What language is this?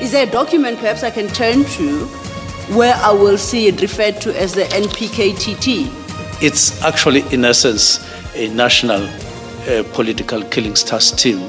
Venda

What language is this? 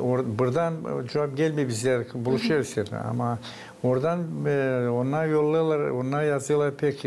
Gagauz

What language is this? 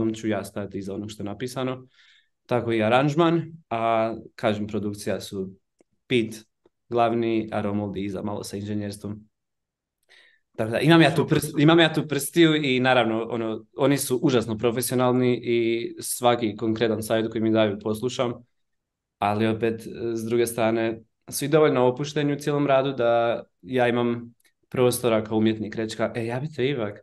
Croatian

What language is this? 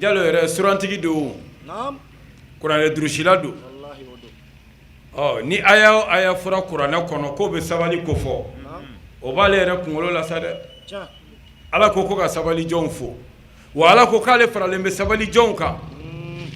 Bambara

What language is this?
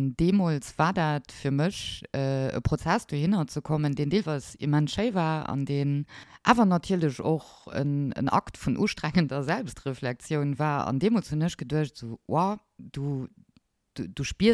Luxembourgish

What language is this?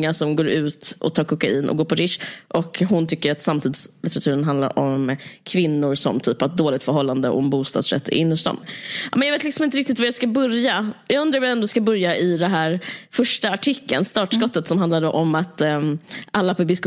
Swedish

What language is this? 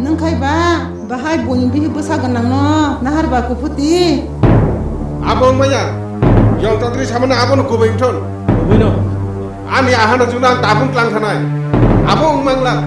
Kok Borok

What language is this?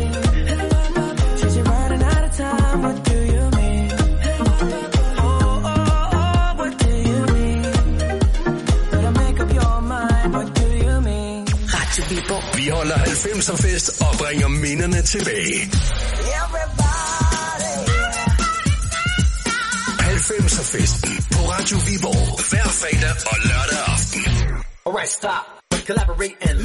Danish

